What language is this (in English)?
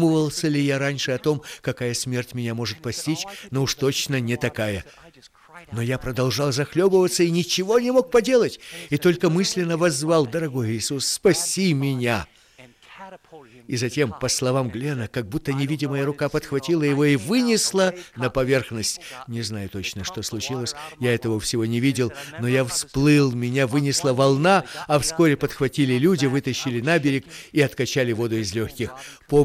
Russian